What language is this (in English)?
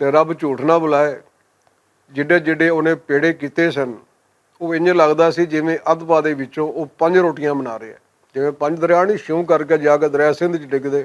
Western Panjabi